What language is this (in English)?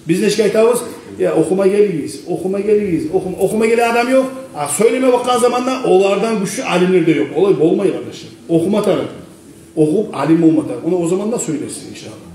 Kumyk